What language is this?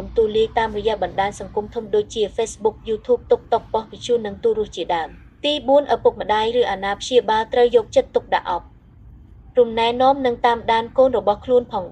Khmer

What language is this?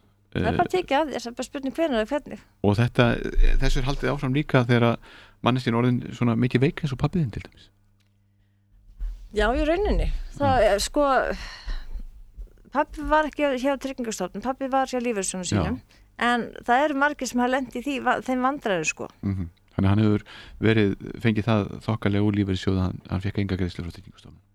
Icelandic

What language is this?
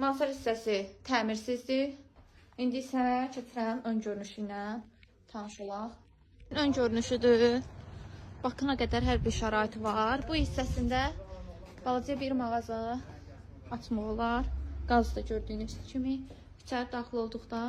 Azerbaijani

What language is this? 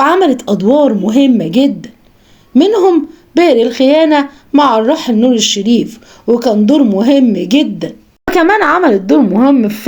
Egyptian Arabic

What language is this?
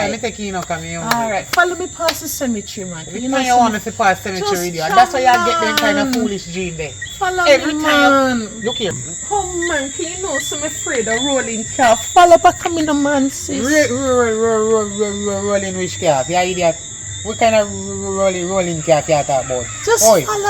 Jamaican Creole English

